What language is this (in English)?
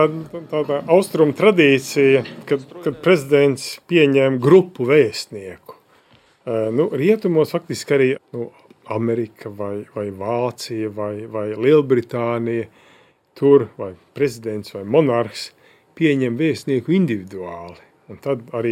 Latvian